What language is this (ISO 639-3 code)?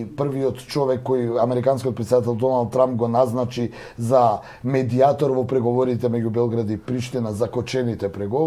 mkd